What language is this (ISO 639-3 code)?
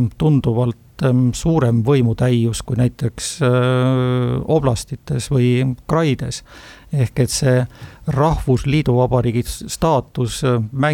est